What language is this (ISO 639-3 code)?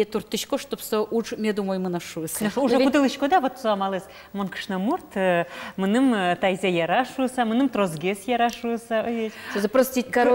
udm